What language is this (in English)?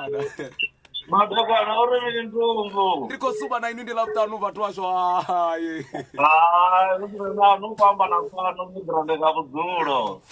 Venda